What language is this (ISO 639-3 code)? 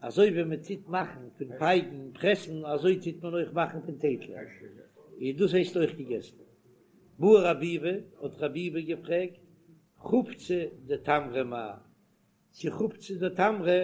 yid